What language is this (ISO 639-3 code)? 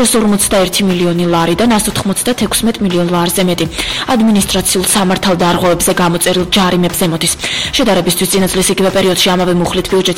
kat